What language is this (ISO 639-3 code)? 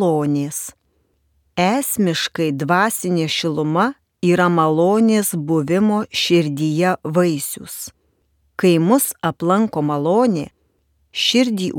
lit